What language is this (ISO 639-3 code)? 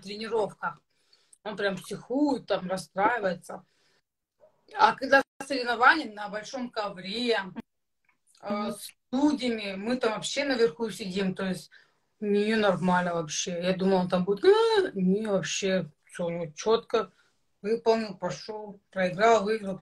rus